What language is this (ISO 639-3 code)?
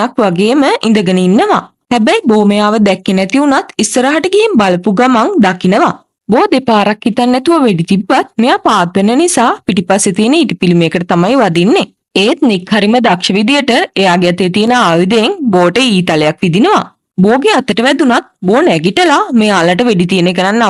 sin